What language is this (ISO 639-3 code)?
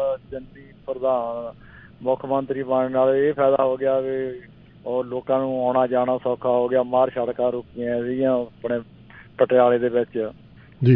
pan